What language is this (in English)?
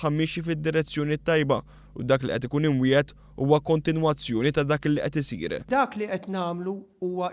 Maltese